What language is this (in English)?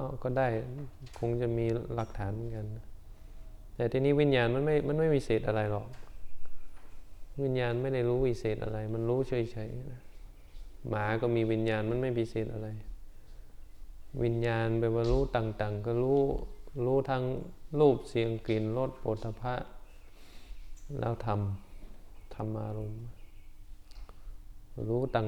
Thai